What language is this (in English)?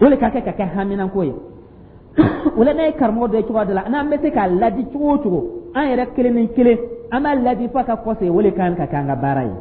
Dyula